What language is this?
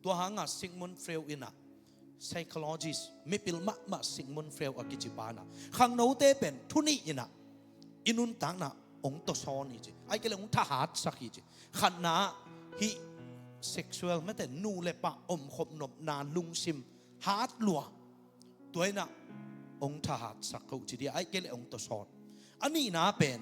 Tedim Chin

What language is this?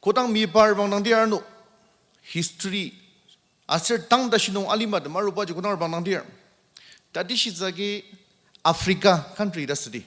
Ao Naga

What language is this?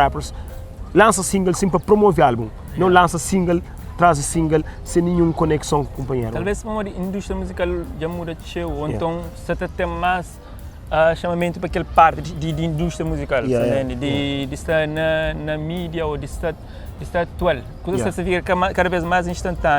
Kabuverdianu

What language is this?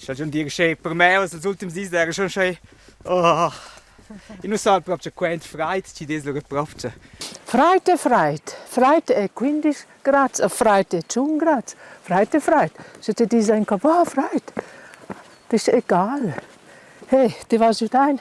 Romansh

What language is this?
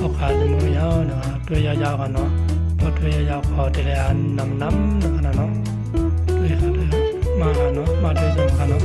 Shan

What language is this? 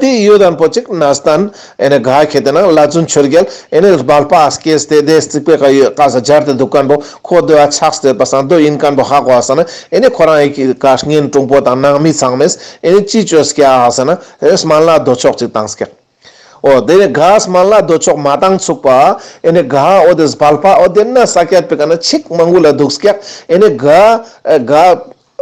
Ladakhi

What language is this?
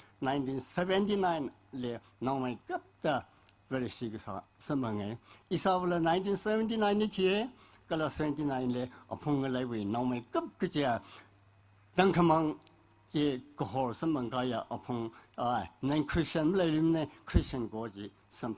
Tangkhul Naga (India)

